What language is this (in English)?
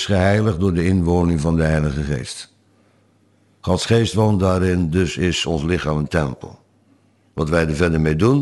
Dutch